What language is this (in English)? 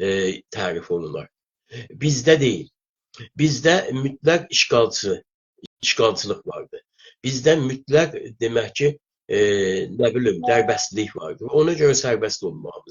South Azerbaijani